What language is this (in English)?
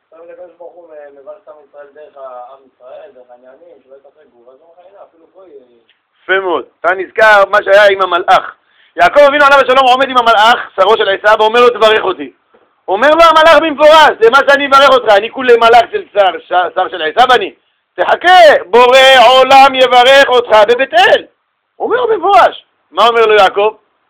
Hebrew